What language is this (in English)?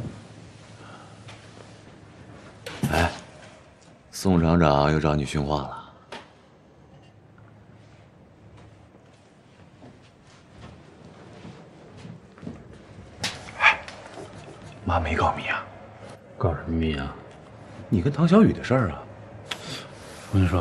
Chinese